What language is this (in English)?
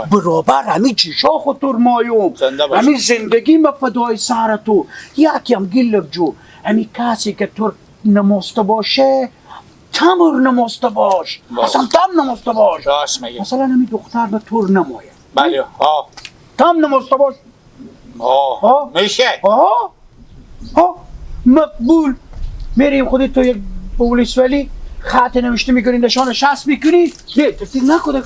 Hazaragi